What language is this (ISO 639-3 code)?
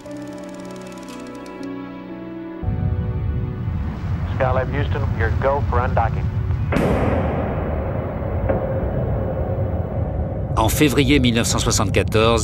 fra